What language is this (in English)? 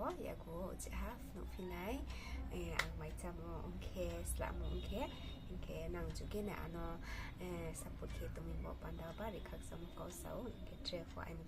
Riang (India)